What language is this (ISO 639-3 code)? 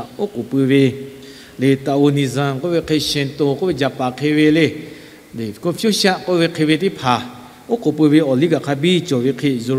lhu